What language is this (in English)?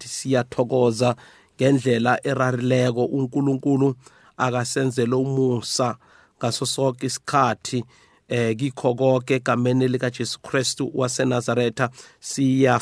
South Ndebele